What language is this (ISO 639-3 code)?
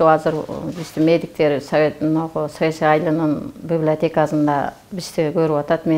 kir